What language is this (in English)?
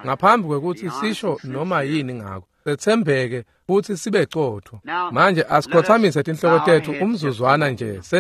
Swati